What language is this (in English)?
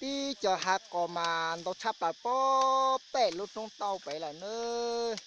Hmong